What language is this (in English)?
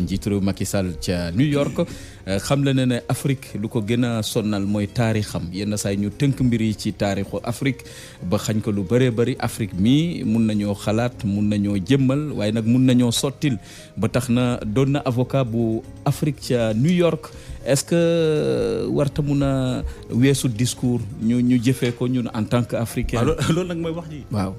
Wolof